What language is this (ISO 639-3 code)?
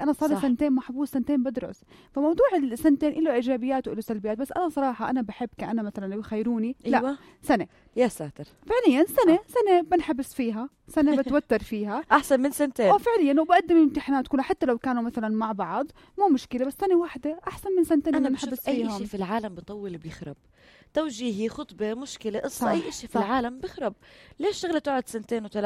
apc